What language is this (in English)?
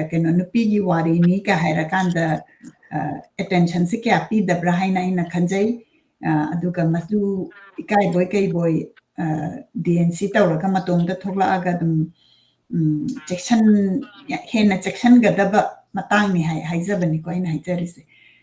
Manipuri